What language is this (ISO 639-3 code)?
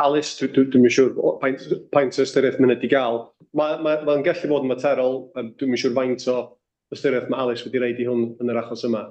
cym